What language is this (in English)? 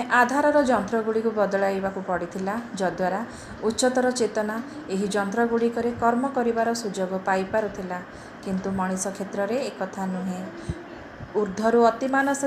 Odia